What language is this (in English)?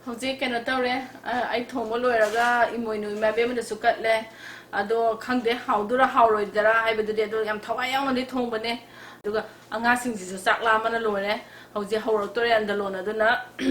Manipuri